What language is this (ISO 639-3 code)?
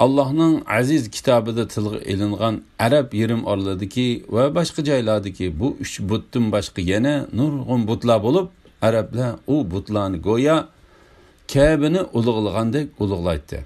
uig